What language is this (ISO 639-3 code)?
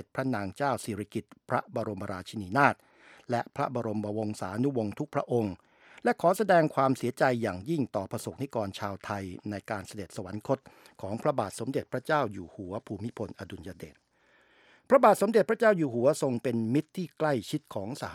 tha